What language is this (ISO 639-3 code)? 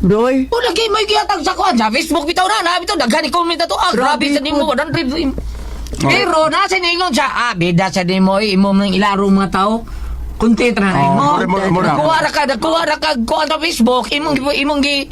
ceb